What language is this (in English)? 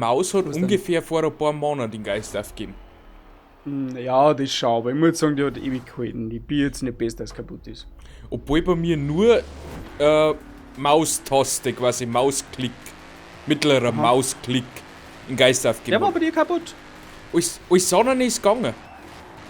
Bavarian